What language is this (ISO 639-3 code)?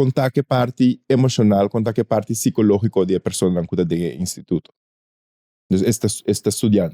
pap